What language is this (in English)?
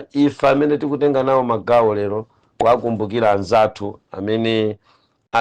Nyanja